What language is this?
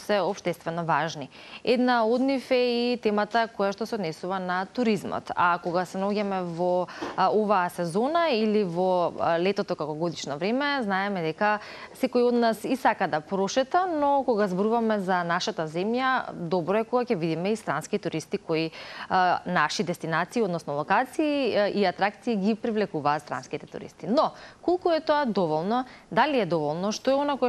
Macedonian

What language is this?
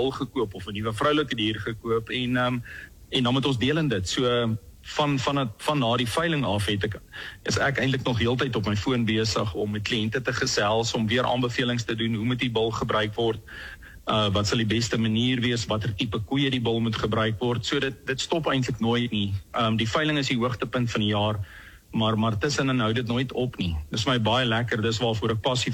Afrikaans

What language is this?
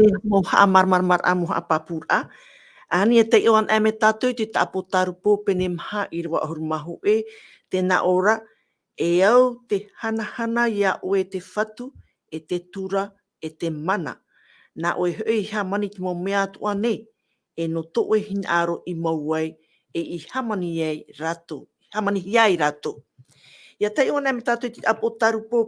Tahitian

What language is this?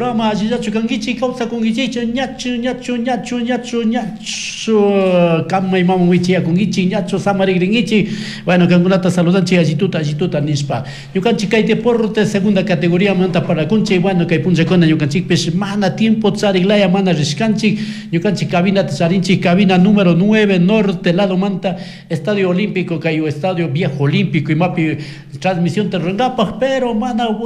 Chimborazo Highland Quichua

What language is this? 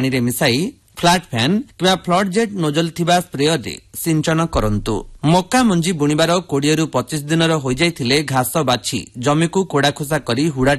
Odia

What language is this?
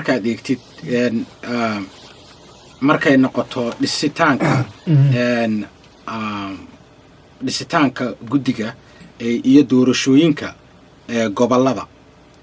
Somali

